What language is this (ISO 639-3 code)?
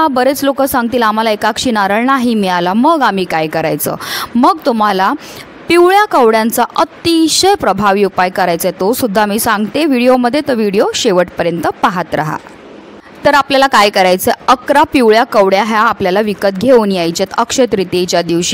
mar